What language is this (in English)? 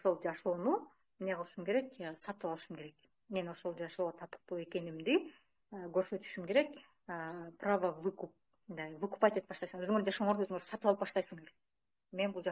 Kyrgyz